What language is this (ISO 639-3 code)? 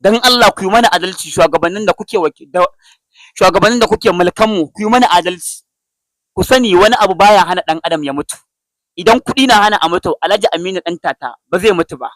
hau